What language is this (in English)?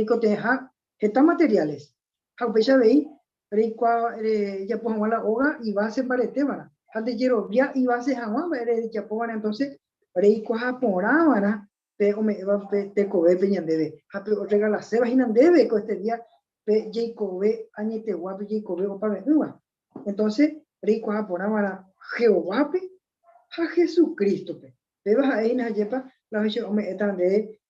Guarani